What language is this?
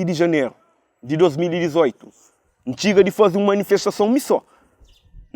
Kabuverdianu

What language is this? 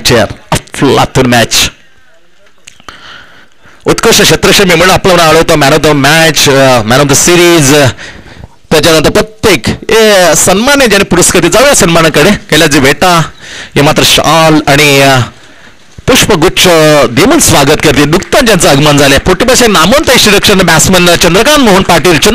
Marathi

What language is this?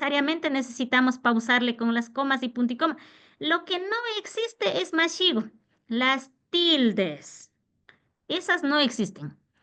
Imbabura Highland Quichua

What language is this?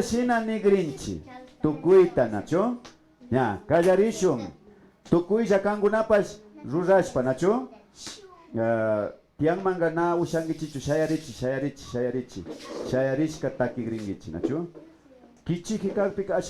Imbabura Highland Quichua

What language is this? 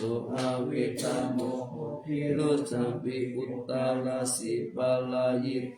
Pali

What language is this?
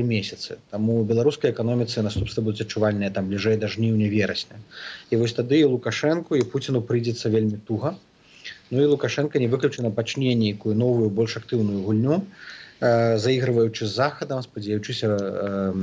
Belarusian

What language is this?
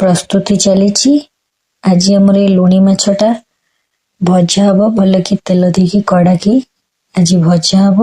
Odia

